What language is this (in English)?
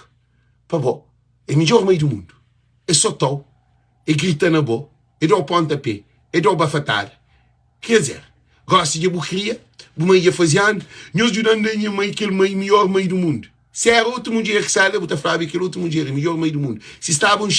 Kabuverdianu